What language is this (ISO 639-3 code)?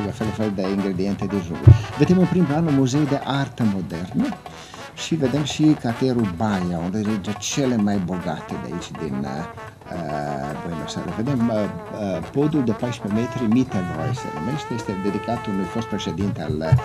ron